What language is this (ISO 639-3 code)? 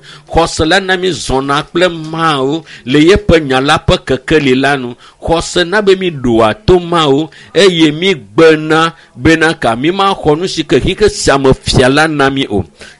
ewe